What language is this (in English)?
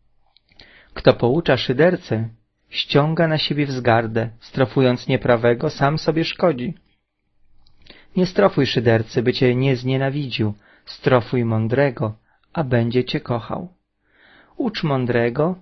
Polish